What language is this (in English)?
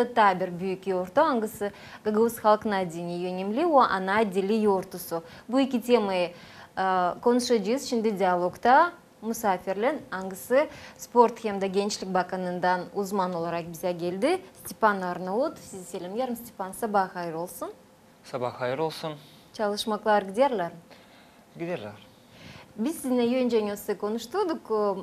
Gagauz